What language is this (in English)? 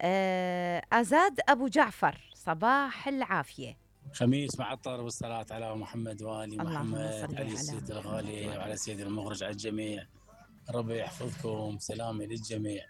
Mesopotamian Arabic